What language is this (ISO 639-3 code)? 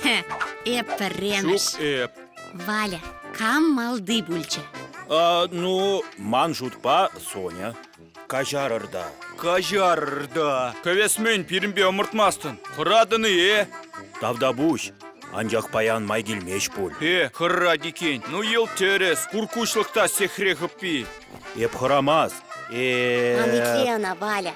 chv